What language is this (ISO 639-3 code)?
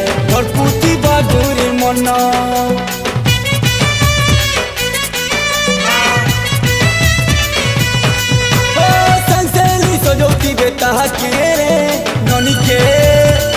spv